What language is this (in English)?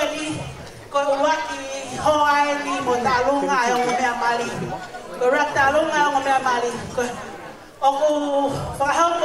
Tongan